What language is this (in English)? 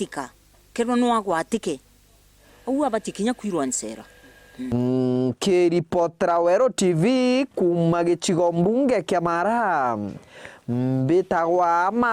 Meru